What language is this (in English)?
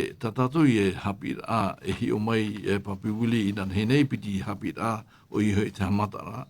Tahitian